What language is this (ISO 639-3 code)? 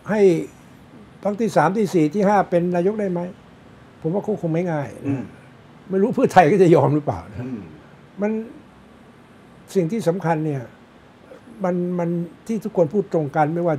tha